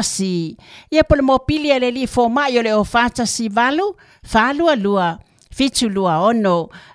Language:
Samoan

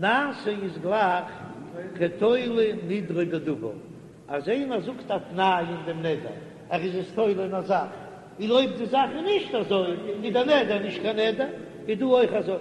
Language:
Yiddish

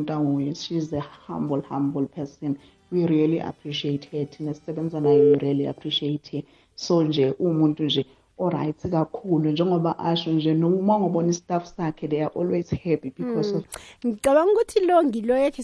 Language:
South Ndebele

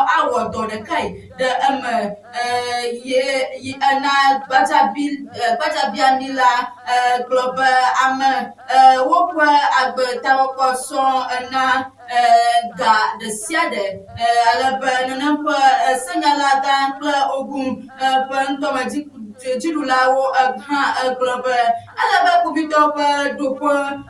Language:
Ewe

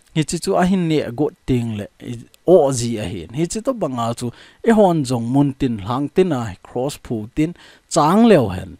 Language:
Thado Chin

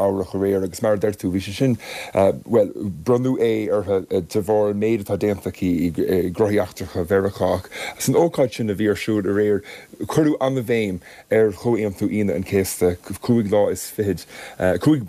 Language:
Irish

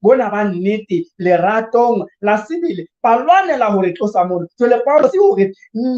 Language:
Southern Sotho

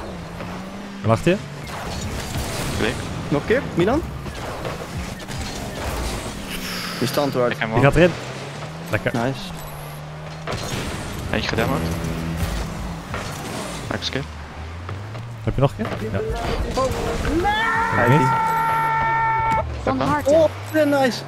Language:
Dutch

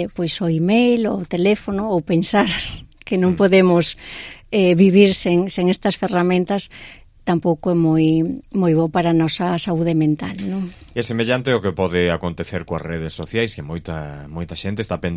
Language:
Galician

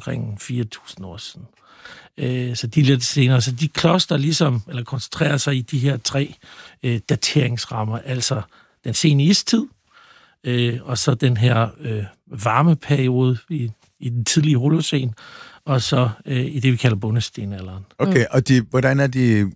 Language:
Danish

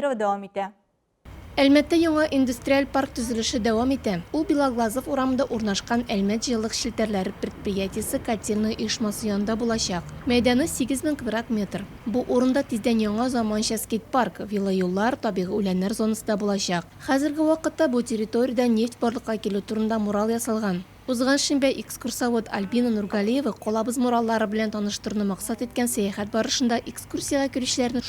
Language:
Tatar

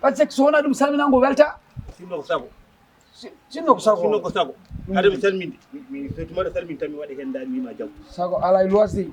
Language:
Fula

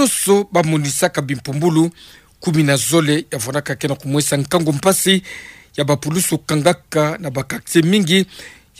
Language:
Kituba (Democratic Republic of Congo)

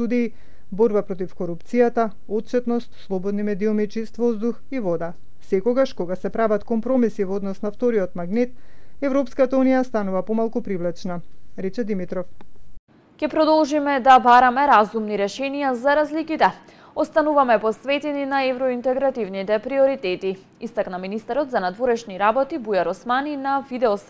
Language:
Macedonian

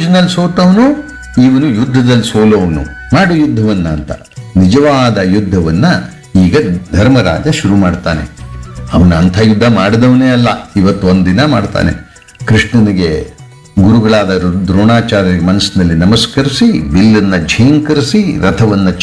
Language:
Kannada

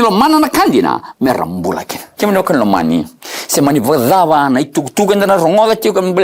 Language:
Fijian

